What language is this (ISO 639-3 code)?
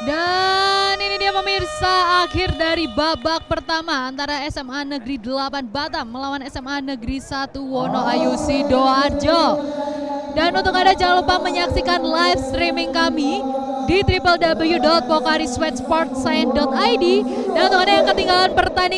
ind